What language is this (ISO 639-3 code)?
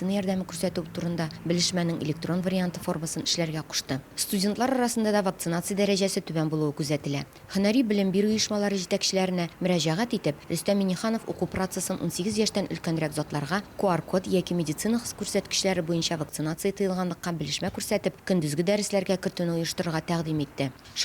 tat